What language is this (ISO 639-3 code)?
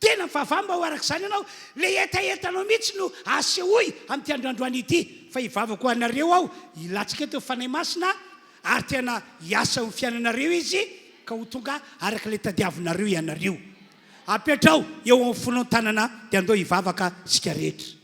mlg